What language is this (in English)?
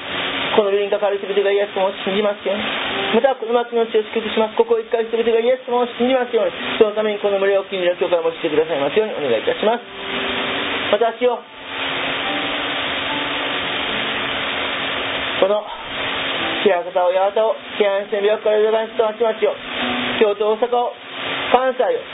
Japanese